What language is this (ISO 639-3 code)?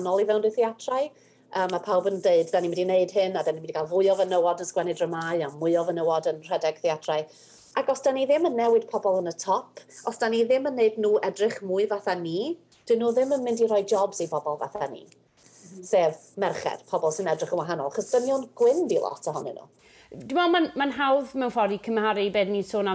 cym